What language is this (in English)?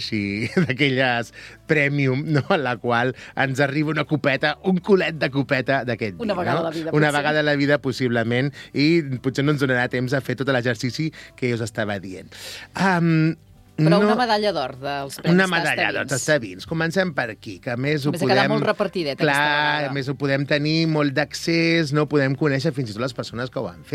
Catalan